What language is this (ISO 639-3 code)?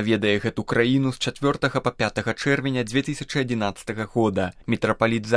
bel